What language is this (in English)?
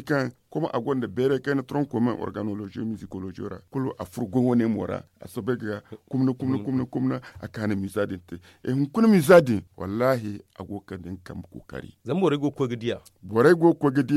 Zarma